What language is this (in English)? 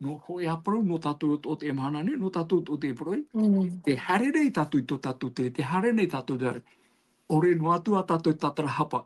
Tahitian